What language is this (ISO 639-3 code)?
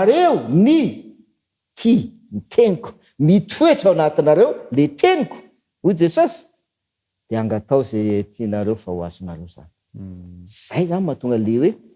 mlg